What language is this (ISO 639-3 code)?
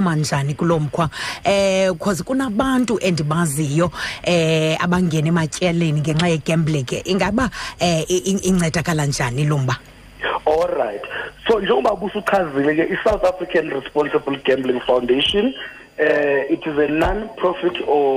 xho